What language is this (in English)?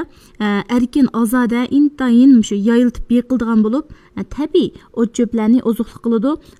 Uyghur